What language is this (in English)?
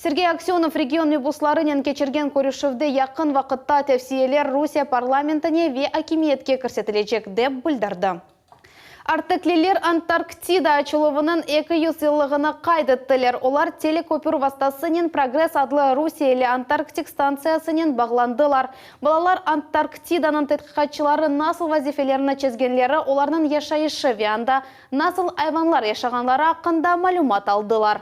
Crimean Tatar